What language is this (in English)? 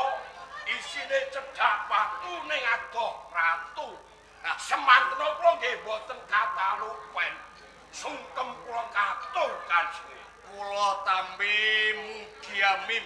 Javanese